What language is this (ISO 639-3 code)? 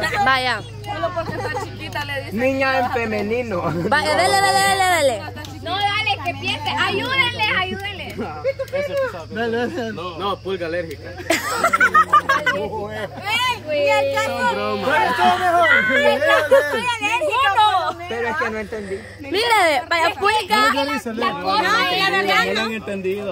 spa